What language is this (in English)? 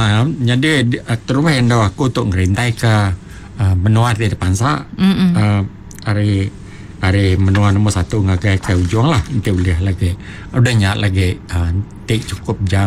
Iban